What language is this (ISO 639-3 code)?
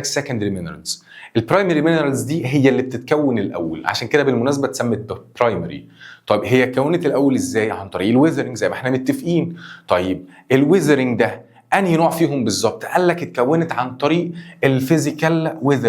arz